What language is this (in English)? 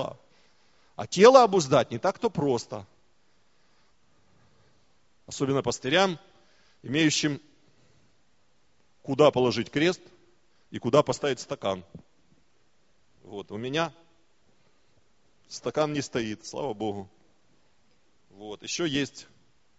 Russian